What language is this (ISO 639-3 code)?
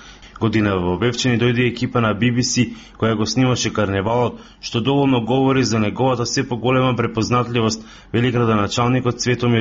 mkd